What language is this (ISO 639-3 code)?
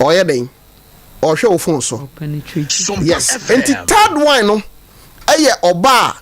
aka